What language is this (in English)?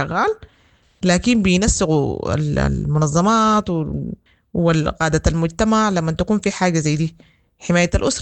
Sudanese Arabic